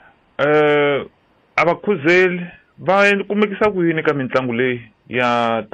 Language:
Tsonga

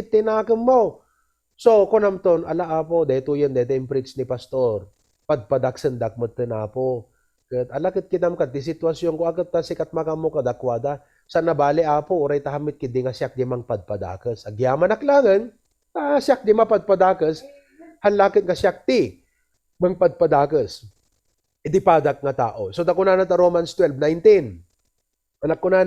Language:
Iloko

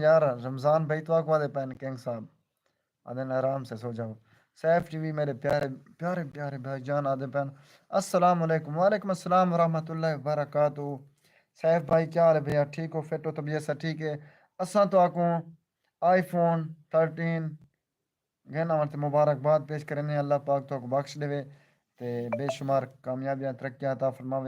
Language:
Saraiki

